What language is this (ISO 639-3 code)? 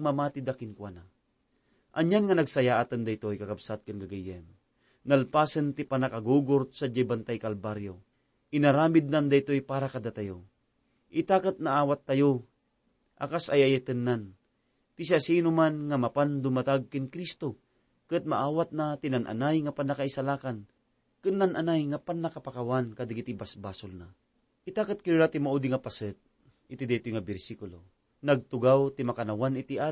ilo